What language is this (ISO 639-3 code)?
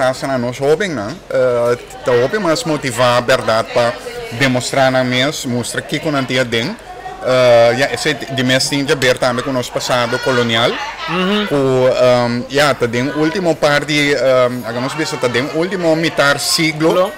pap